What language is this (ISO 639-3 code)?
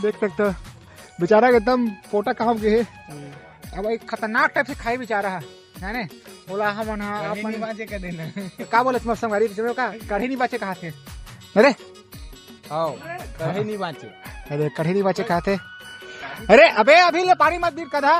hne